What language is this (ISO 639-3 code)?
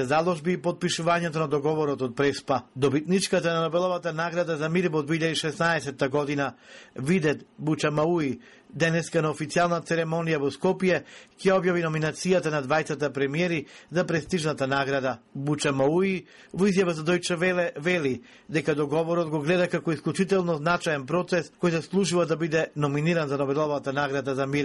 mkd